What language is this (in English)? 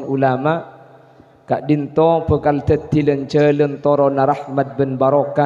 Madurese